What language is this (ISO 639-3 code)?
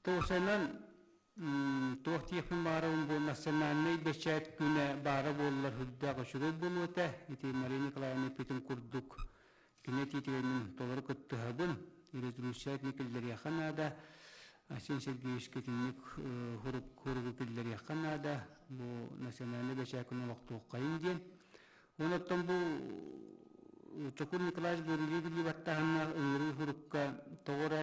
sah